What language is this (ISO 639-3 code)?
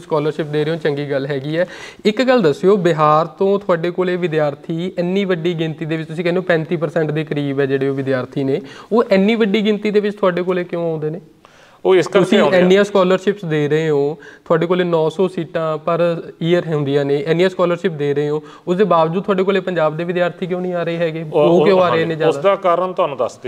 pan